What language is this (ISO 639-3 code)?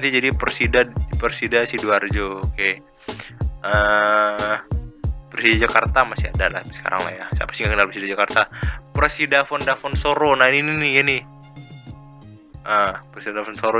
ind